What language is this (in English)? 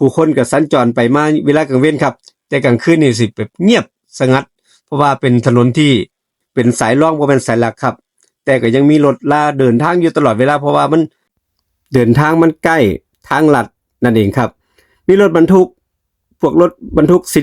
Northeastern Thai